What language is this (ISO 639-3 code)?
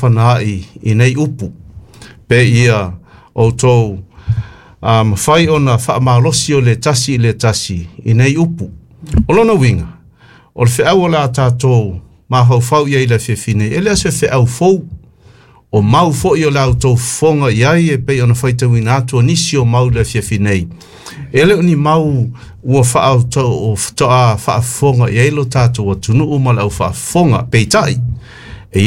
smo